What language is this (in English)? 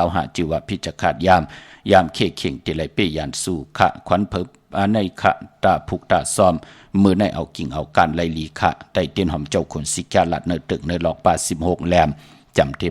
Shan